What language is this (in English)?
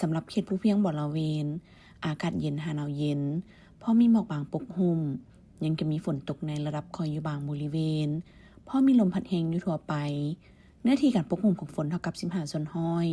Lao